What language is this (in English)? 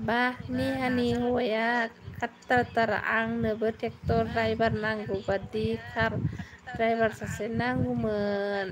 Bodo